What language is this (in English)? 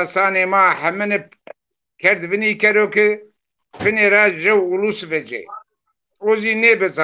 Zaza